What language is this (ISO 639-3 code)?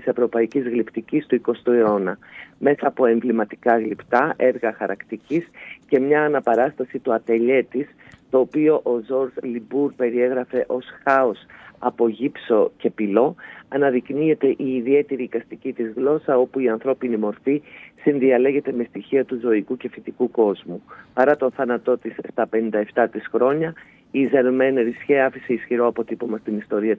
ell